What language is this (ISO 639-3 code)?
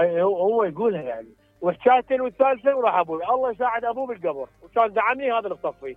acm